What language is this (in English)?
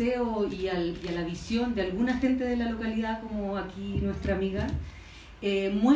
Spanish